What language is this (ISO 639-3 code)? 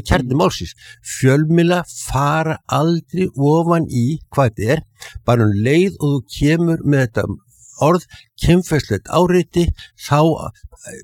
isl